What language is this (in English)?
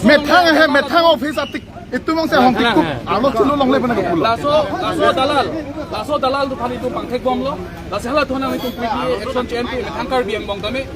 Karbi